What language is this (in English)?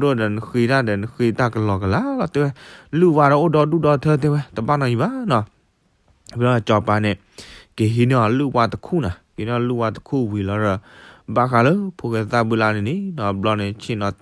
S'gaw Karen